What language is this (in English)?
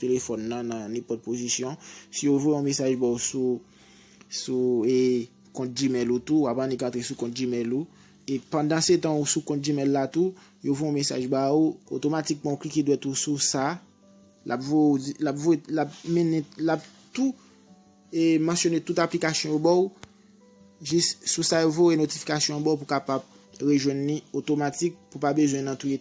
Haitian Creole